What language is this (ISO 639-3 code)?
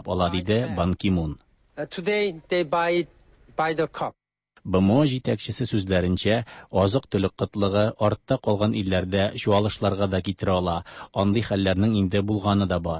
tat